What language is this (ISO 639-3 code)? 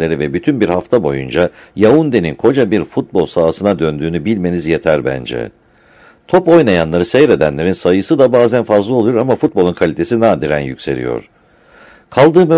tur